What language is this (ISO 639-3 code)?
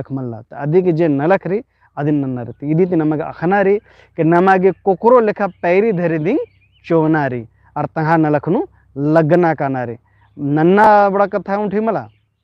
kru